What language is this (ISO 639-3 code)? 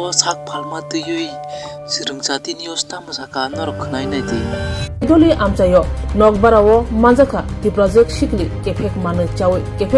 trp